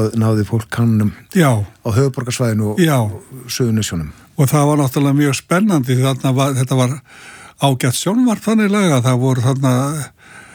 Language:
Icelandic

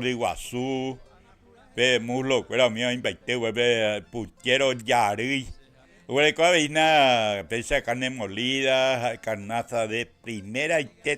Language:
Guarani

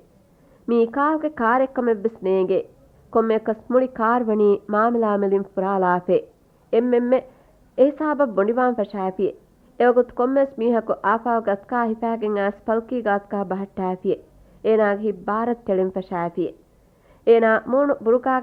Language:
Divehi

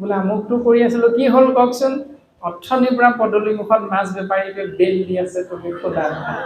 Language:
Assamese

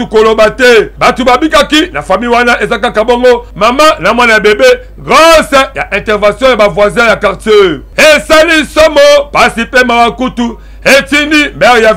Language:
Lingala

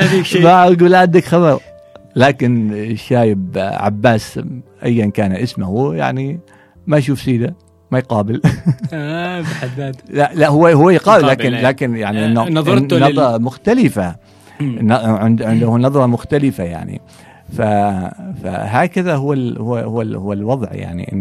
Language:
Gulf Arabic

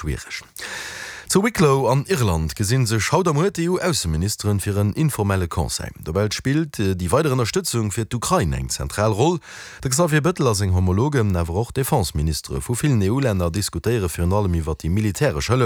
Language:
Luxembourgish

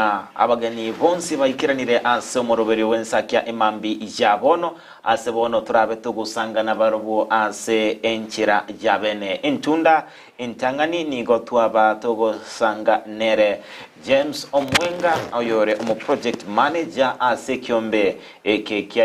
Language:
Gusii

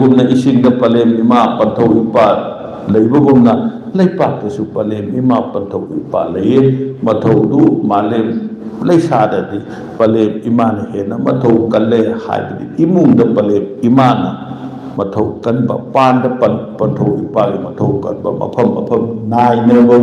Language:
Manipuri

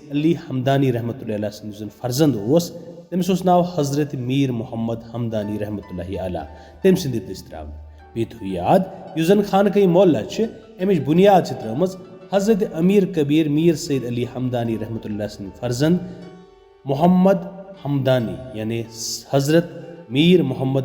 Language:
Kashmiri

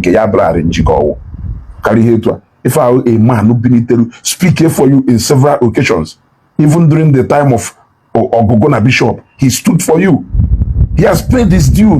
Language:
Igbo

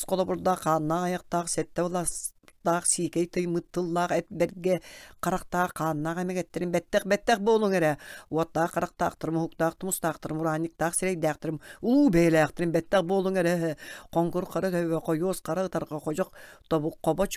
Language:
Yakut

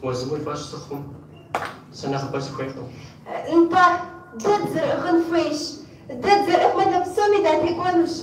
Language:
Kabardian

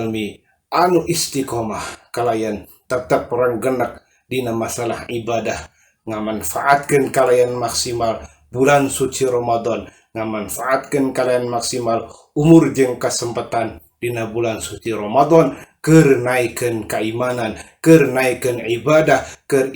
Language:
Sundanese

